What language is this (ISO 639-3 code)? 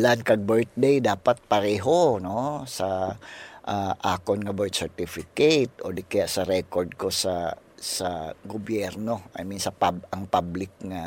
hil